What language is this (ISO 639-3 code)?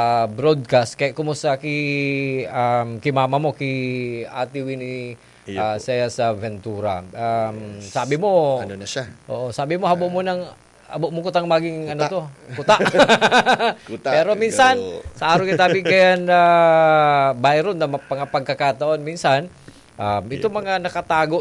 bik